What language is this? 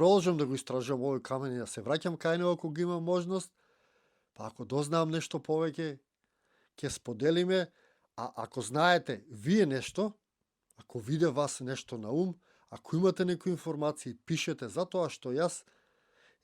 Macedonian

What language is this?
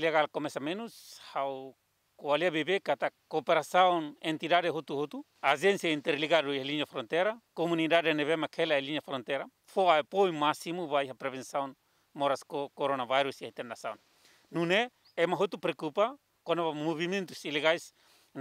Tetum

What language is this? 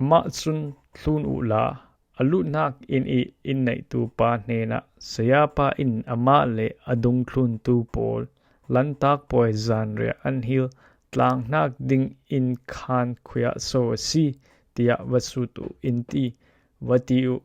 Falam Chin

